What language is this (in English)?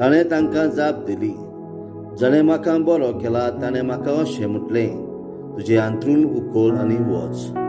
Konkani